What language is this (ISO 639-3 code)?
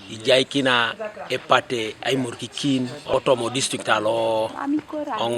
teo